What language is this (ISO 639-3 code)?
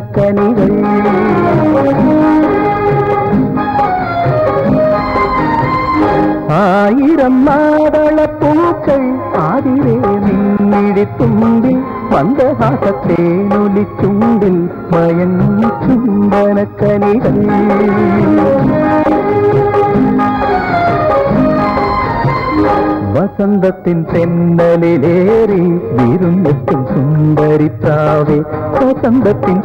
mal